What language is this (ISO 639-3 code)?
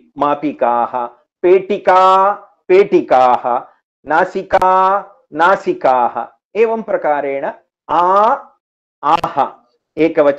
san